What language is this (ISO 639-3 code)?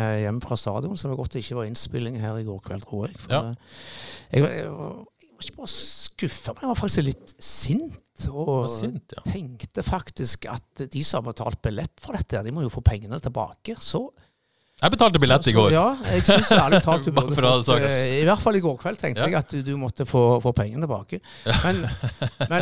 nor